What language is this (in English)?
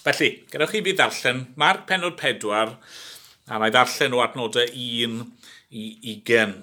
Welsh